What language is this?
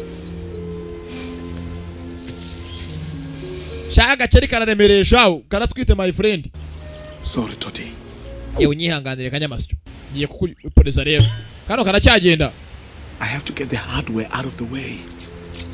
Kinyarwanda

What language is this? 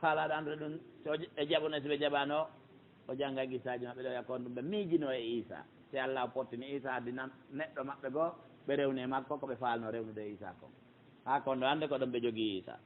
Pular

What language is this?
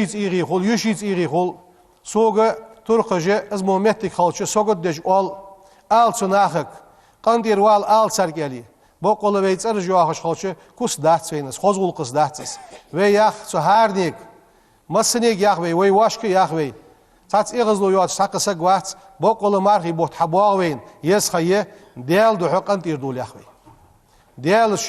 Ingush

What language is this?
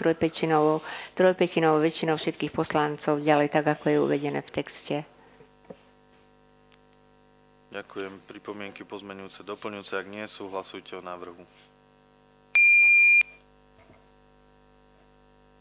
Slovak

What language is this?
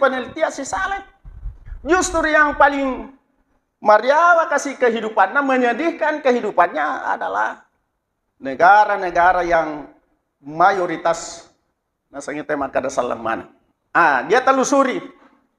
Buginese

